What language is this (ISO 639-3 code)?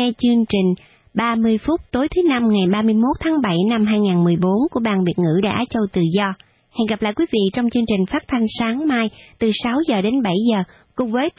vie